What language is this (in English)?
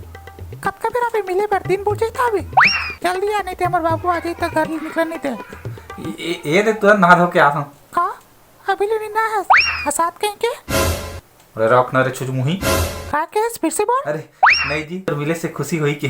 Chhattisgarhi